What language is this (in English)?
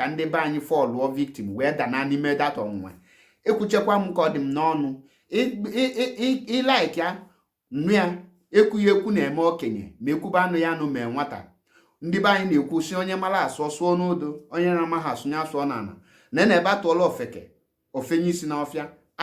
Igbo